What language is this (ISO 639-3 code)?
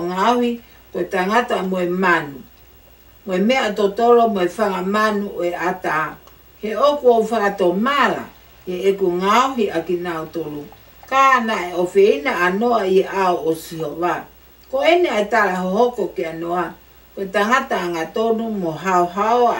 ton